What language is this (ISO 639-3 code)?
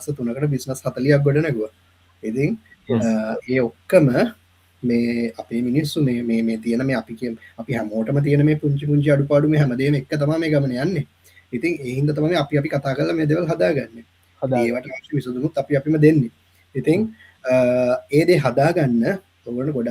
sin